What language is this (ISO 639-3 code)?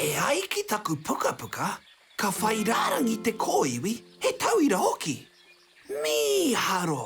mri